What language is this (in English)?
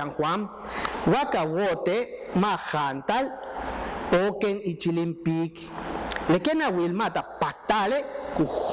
Yucateco